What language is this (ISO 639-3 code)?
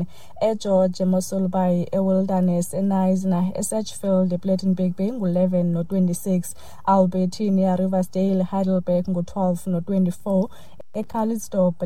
xho